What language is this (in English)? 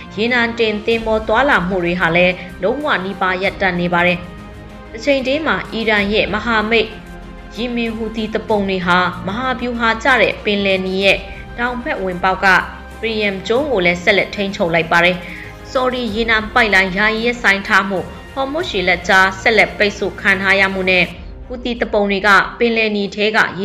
Burmese